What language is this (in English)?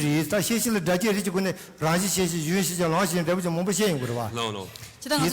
Tibetan